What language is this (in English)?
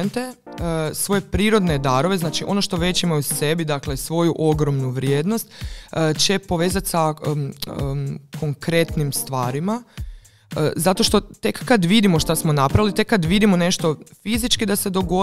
Croatian